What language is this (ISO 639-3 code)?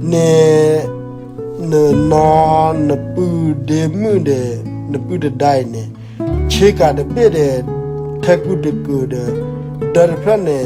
ksw